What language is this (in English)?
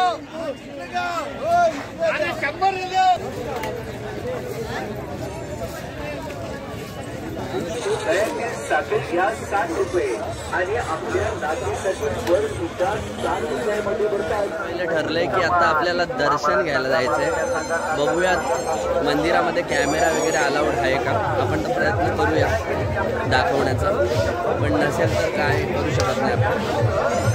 Marathi